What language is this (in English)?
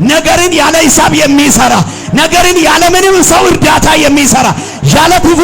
Amharic